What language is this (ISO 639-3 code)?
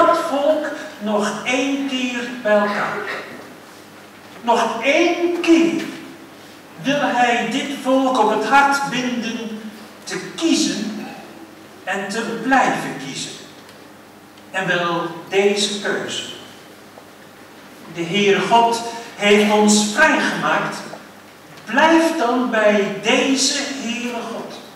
nld